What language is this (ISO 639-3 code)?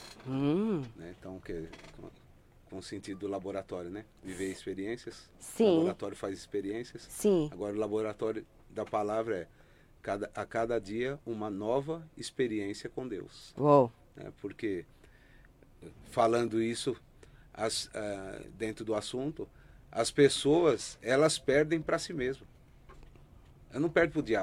por